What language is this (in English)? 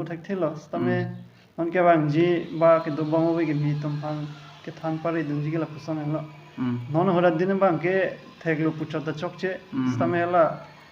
Karbi